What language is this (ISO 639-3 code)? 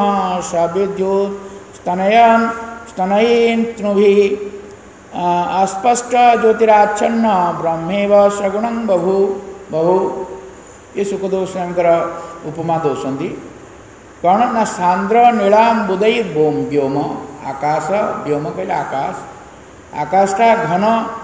ori